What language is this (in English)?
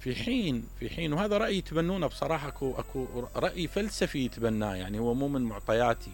Mesopotamian Arabic